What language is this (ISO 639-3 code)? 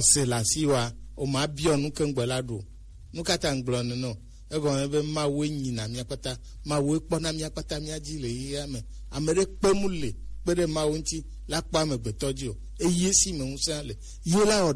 gej